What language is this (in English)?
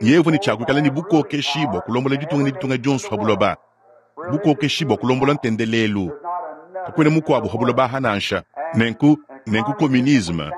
Luba-Lulua